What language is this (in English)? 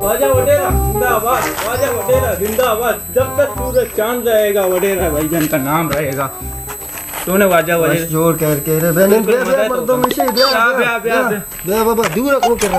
Baluchi